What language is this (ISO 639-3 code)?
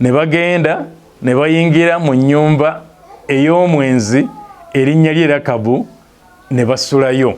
lug